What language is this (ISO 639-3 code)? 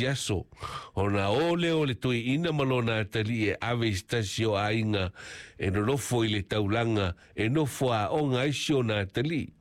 smo